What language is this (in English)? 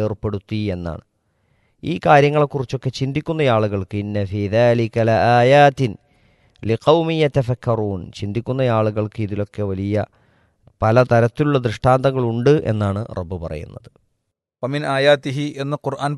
Malayalam